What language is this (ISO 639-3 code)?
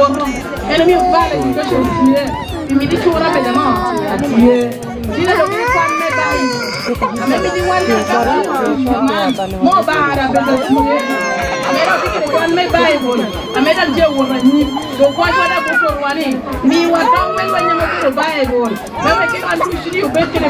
laj